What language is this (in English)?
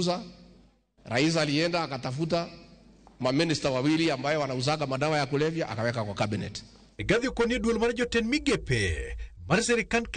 Luo (Kenya and Tanzania)